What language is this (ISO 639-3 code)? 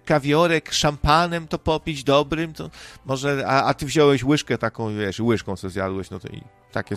pol